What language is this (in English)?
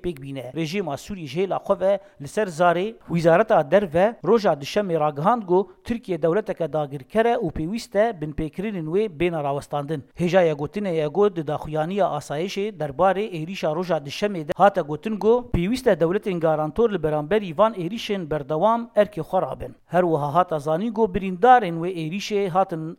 Kurdish